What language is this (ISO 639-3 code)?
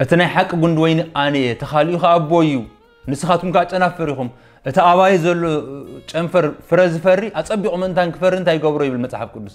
tir